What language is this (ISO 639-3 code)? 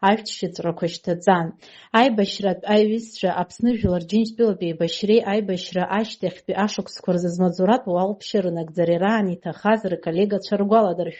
abk